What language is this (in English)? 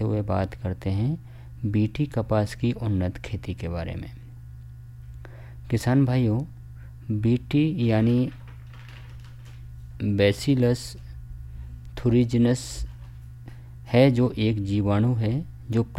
Hindi